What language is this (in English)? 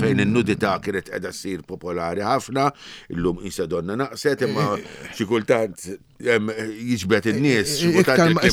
Maltese